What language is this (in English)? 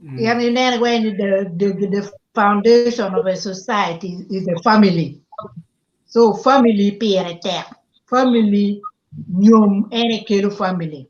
Acoli